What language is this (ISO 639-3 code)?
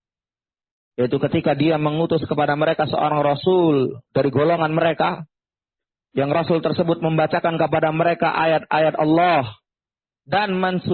ind